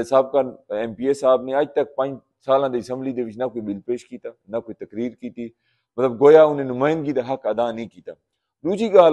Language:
Saraiki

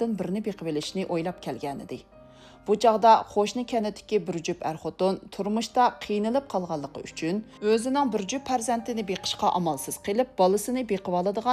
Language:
Uyghur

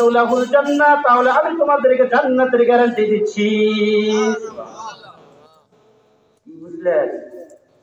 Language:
Bangla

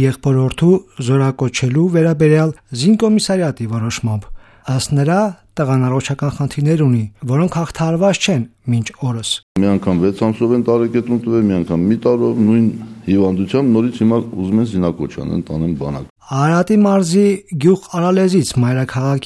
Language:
Armenian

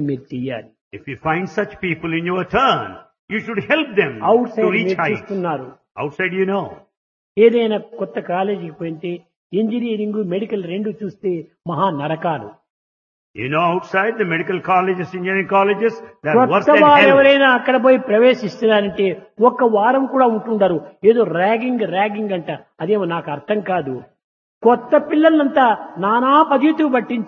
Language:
Telugu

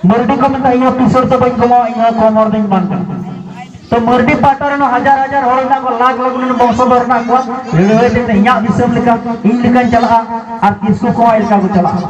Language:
Santali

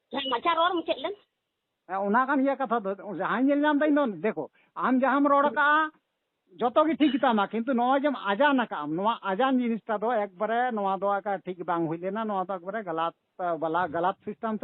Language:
Santali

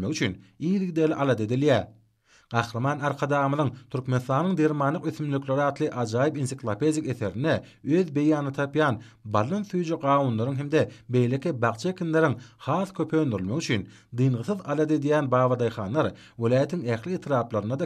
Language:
Turkmen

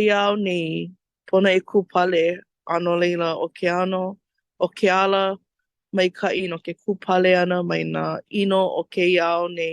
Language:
Hawaiian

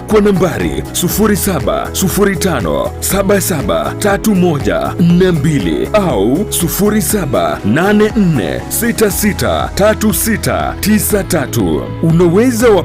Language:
Gusii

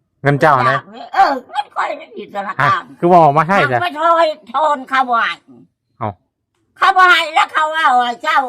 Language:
Lao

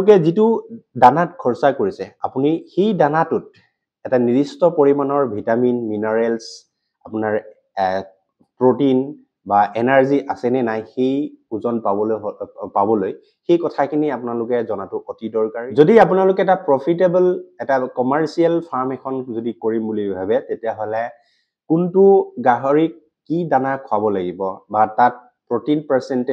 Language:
Assamese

